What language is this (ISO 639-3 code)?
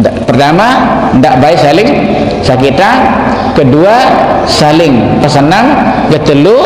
sas